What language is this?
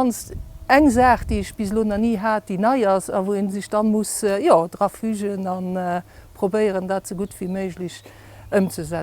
Luxembourgish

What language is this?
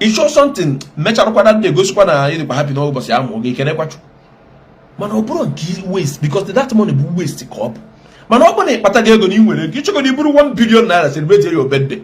Igbo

